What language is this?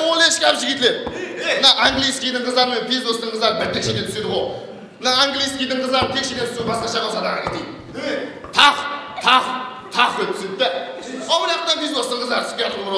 Kara-Kalpak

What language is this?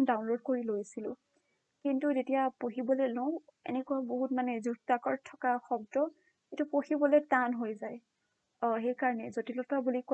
Assamese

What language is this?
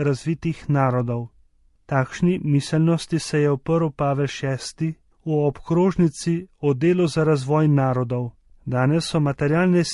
Slovenian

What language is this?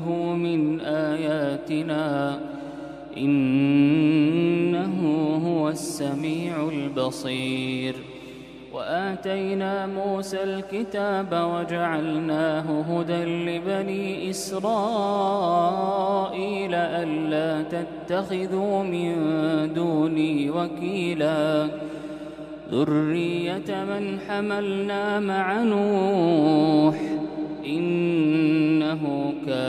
Arabic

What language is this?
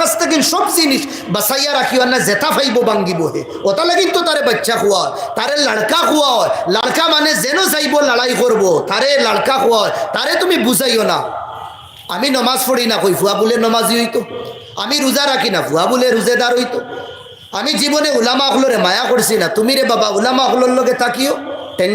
Sylheti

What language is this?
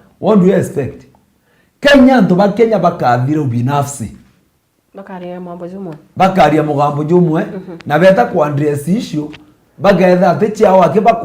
Meru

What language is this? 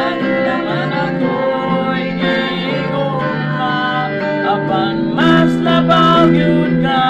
Cebuano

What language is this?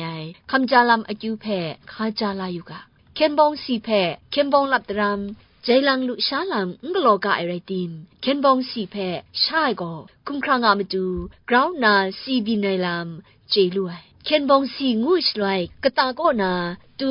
Kachin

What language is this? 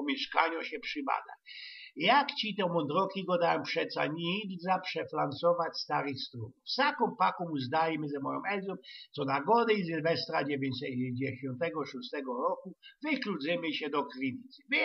Silesian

